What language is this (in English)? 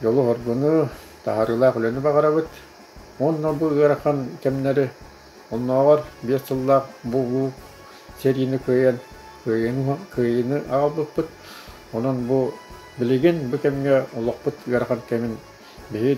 Yakut